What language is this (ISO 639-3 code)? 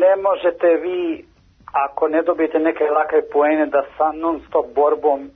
srp